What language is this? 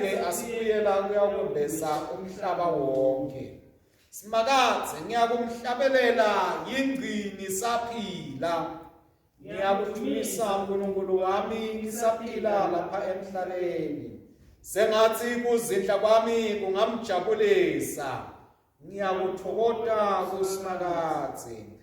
Swati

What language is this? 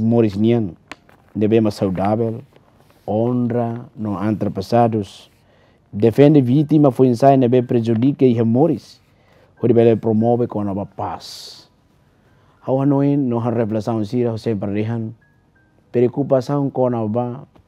Tetum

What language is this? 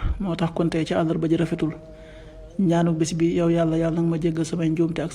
Wolof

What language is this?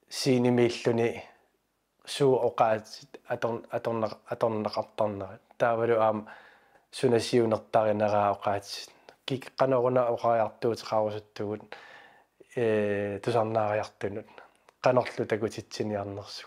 Kalaallisut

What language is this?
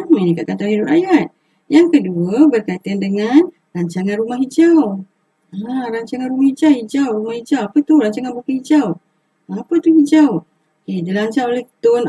Malay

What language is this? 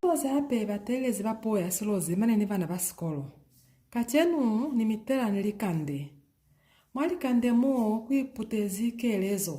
Lozi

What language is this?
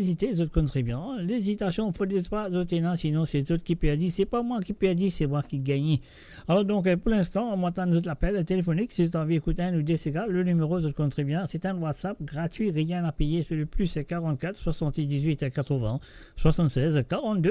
Morisyen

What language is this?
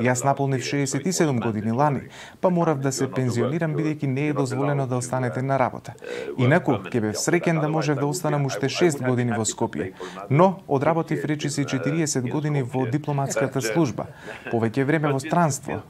Macedonian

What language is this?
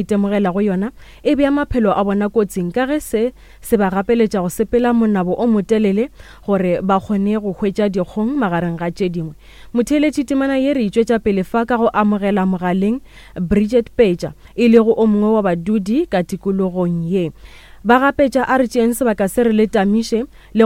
Northern Sotho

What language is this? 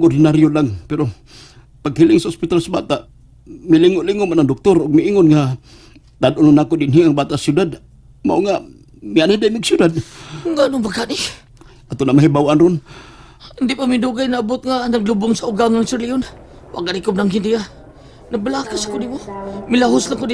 Cebuano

